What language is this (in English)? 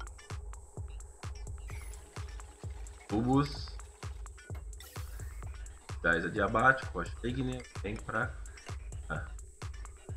Portuguese